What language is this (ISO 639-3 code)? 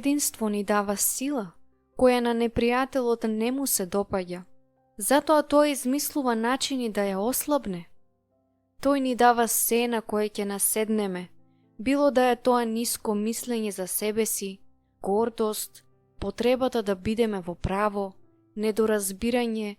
mkd